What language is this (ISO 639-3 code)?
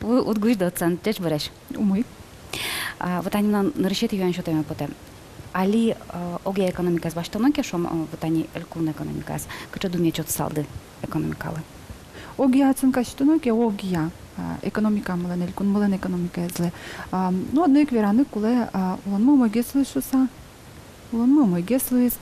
udm